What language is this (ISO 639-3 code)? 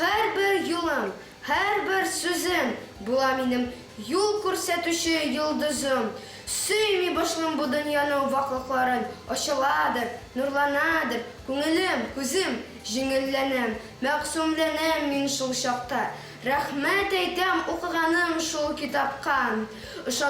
tat